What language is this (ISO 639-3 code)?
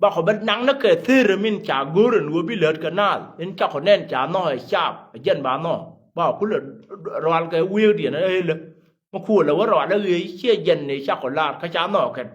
nus